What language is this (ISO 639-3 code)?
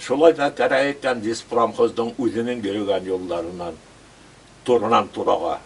bak